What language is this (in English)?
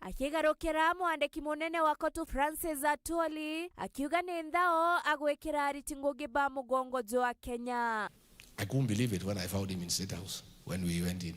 Meru